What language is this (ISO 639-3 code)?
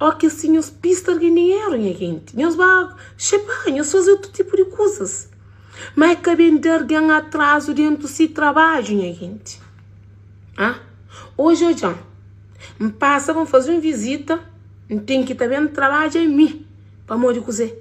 kea